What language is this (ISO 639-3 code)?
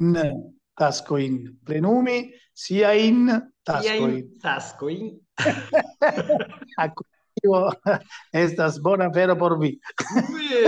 epo